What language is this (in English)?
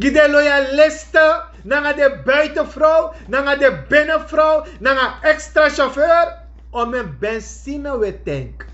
Sranan Tongo